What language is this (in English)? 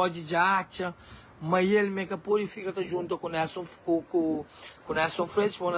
Kabuverdianu